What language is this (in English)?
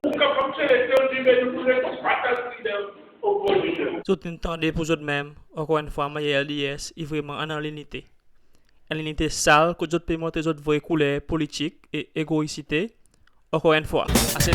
Seselwa Creole French